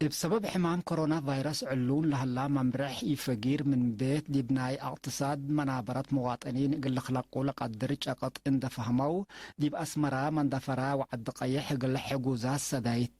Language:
Tigre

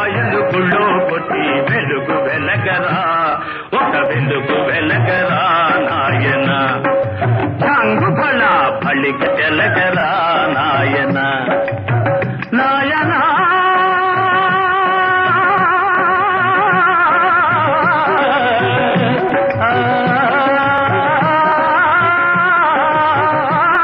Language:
Telugu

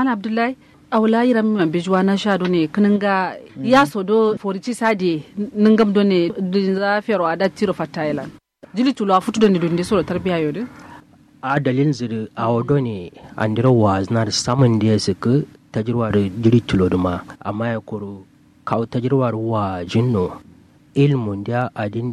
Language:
Kanuri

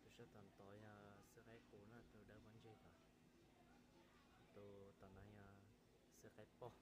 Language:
Hmong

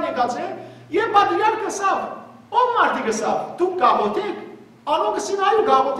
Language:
Western Armenian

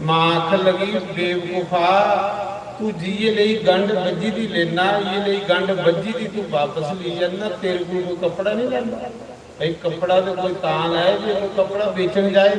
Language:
Dogri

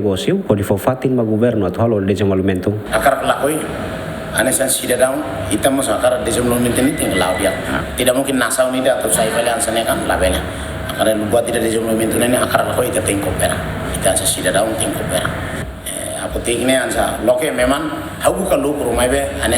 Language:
Tetum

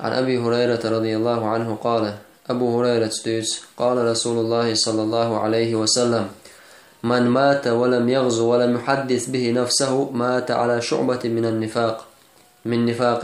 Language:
Chechen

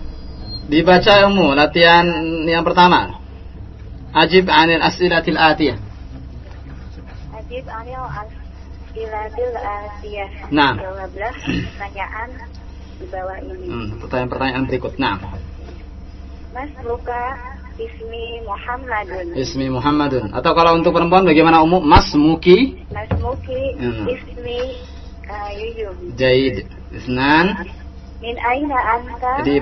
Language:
Indonesian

